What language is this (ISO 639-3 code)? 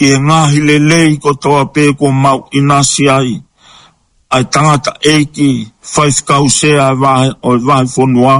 ton